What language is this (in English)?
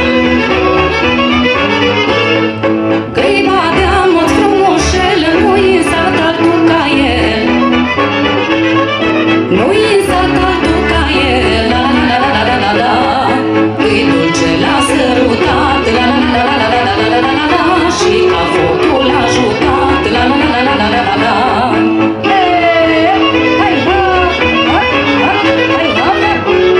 Romanian